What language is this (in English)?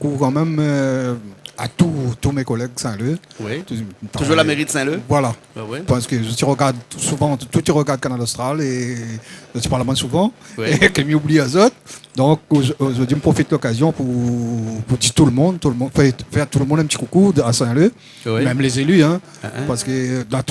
Réunion Creole French